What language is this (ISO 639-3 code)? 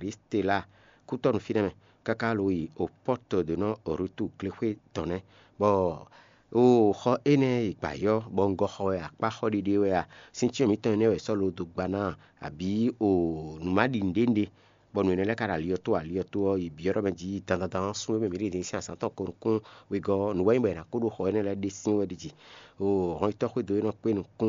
fon